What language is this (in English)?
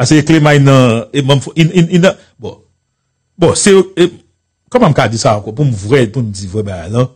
Haitian Creole